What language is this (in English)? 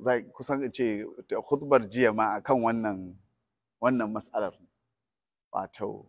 Hausa